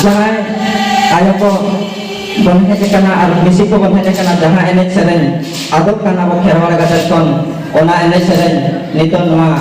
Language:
Santali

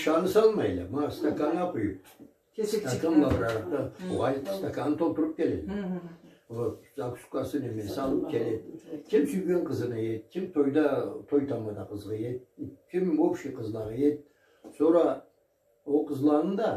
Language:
Karachay-Balkar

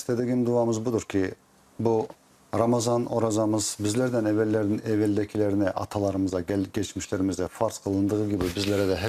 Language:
Crimean Tatar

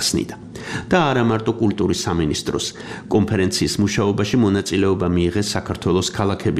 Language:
Georgian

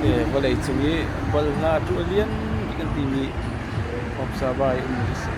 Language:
Hakha Chin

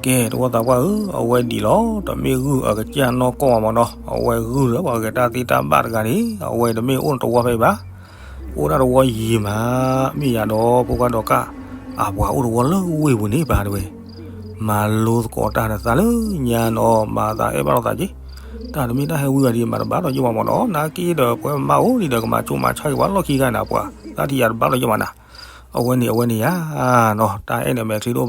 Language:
S'gaw Karen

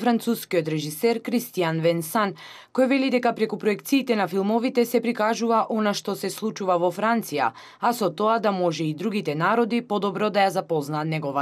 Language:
Macedonian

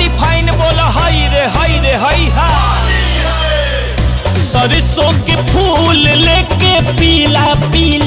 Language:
Bhojpuri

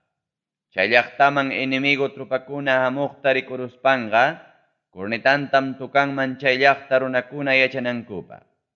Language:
Ayacucho Quechua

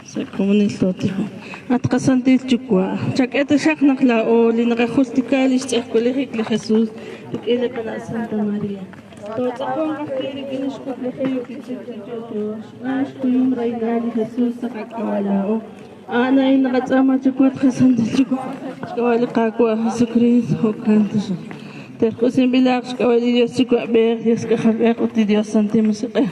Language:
Kekchí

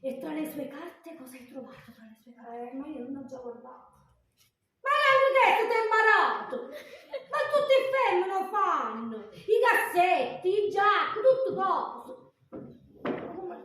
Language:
Neapolitan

